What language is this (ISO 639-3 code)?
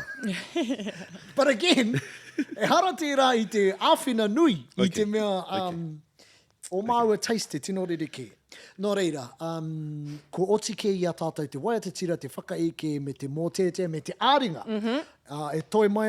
mri